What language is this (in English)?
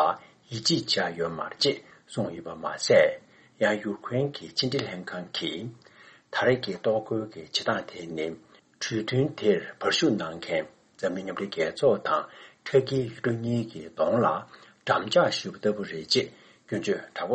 Tibetan